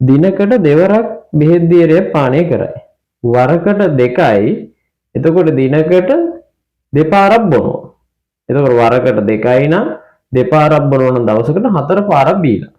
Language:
Sinhala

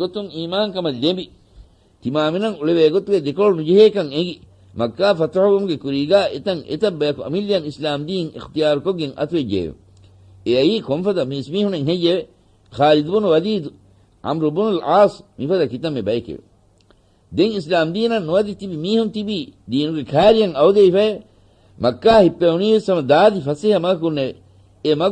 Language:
Divehi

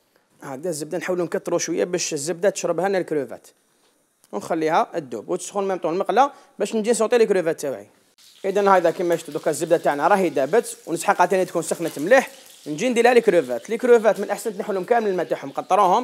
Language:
Algerian Arabic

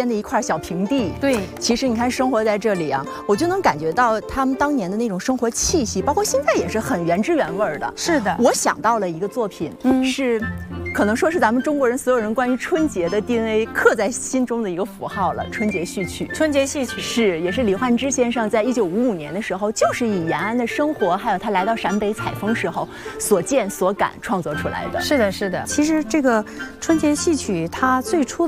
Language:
Chinese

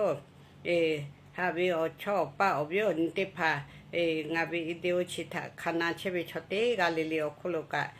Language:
Lahu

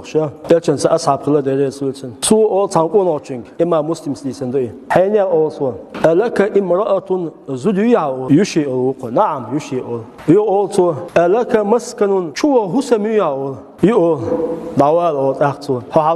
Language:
Chechen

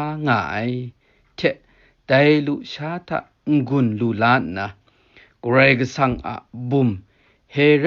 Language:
Kachin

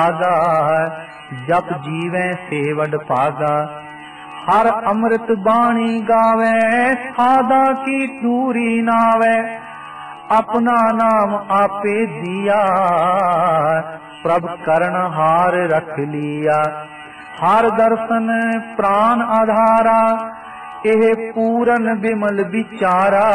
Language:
Punjabi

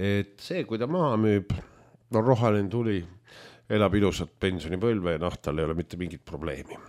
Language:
Estonian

